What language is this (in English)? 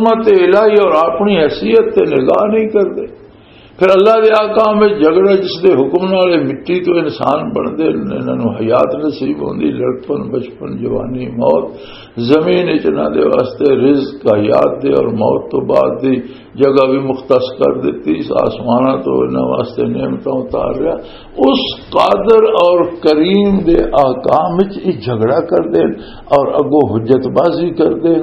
Western Panjabi